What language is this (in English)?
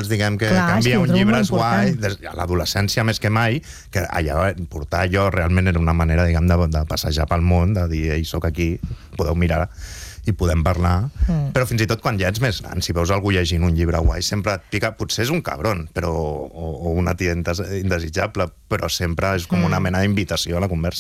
Catalan